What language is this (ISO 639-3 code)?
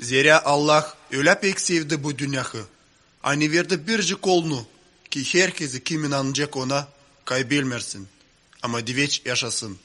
gag